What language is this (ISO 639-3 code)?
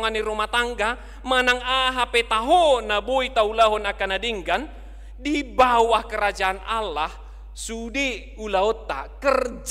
bbc